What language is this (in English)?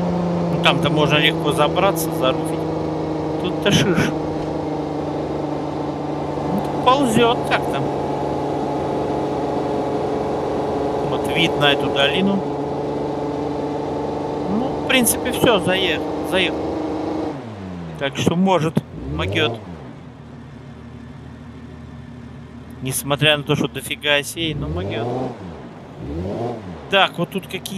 Russian